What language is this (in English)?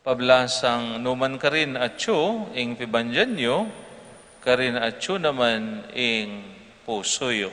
Pampanga